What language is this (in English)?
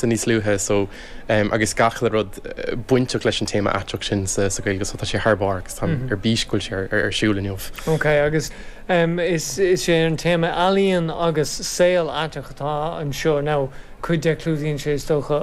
Irish